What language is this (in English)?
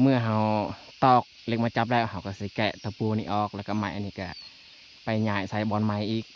Lao